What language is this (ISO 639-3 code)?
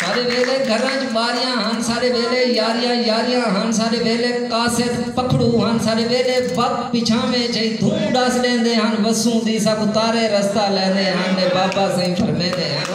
skr